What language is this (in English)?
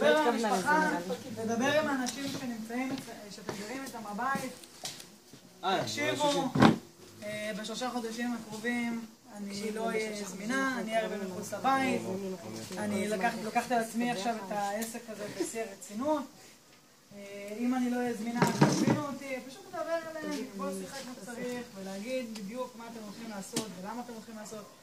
Hebrew